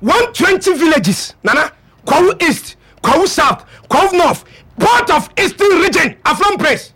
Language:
Akan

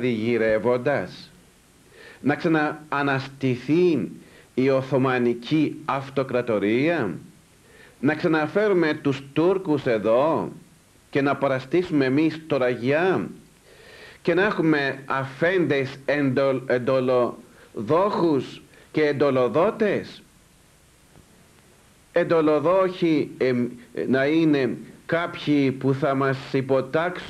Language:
Greek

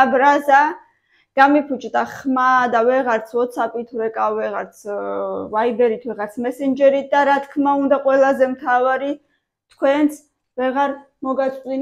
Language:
Georgian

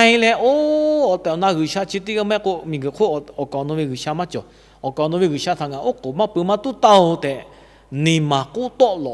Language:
Lahu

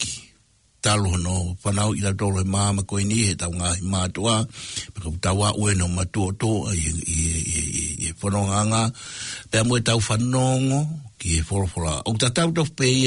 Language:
Tongan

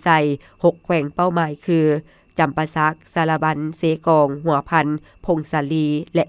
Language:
Lao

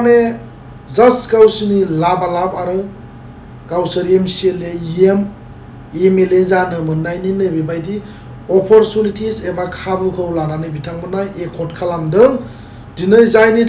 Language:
Bodo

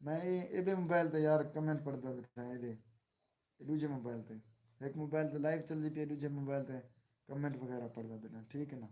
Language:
Saraiki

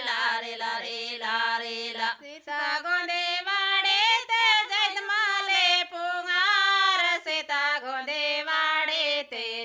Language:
Gondi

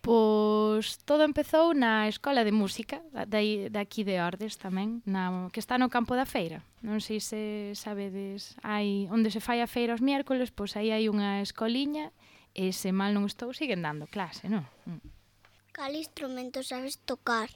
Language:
Galician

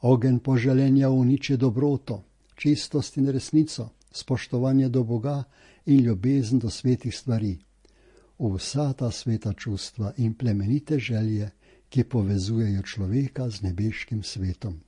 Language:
Slovenian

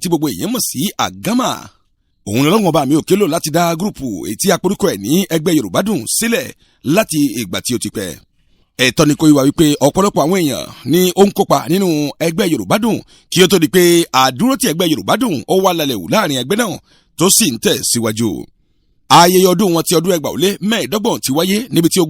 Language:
Yoruba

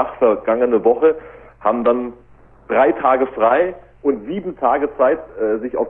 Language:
German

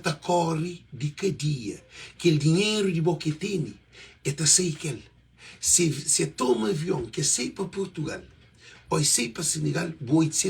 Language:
Kabuverdianu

